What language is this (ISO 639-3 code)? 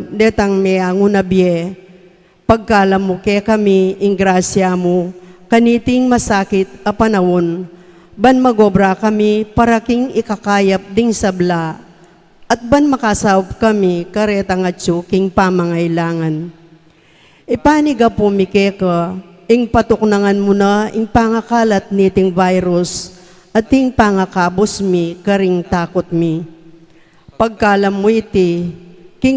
pam